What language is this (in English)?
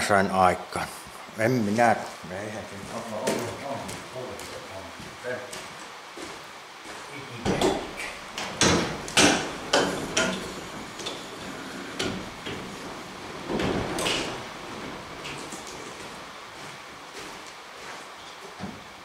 Finnish